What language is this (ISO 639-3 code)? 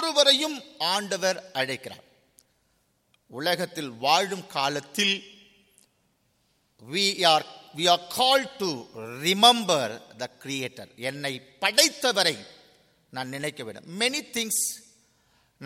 tam